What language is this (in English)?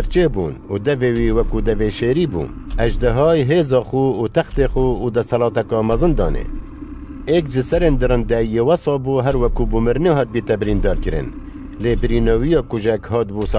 Kurdish